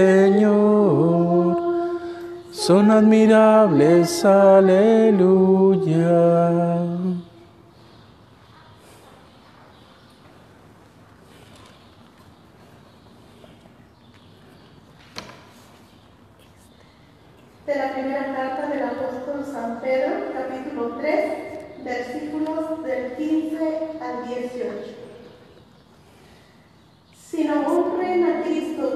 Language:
Spanish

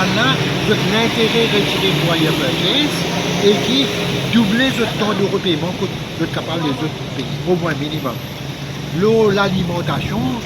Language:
Morisyen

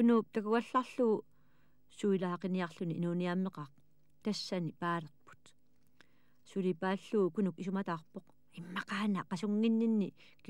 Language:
Kalaallisut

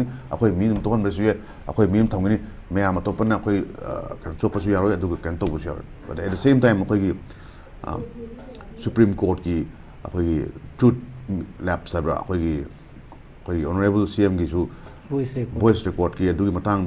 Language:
Manipuri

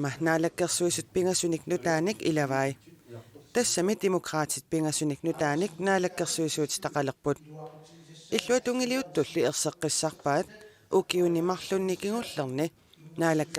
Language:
Kalaallisut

